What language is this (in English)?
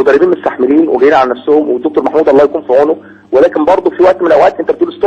Egyptian Arabic